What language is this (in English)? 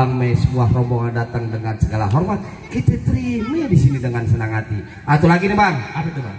Betawi